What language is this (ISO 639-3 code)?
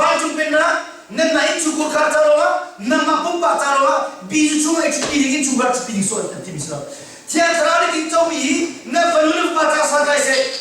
cnh